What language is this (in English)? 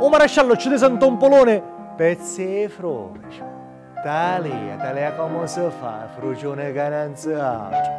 Sicilian